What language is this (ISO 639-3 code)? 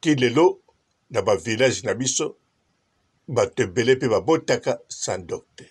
lin